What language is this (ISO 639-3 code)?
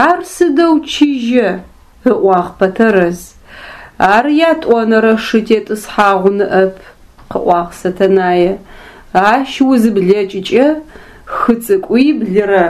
ady